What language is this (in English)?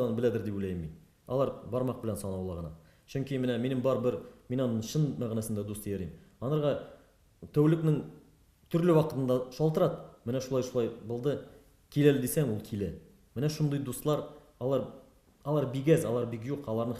Tatar